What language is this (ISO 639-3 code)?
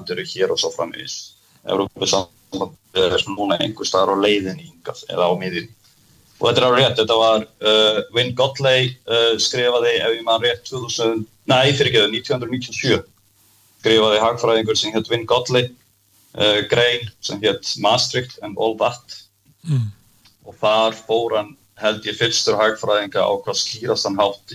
isl